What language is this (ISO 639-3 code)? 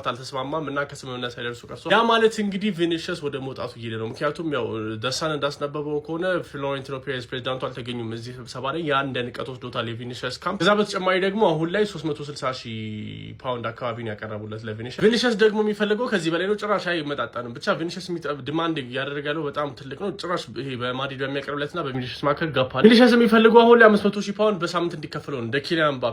amh